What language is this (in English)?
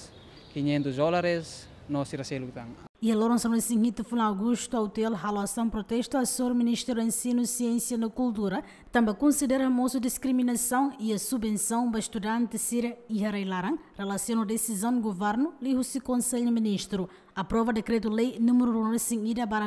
Tetum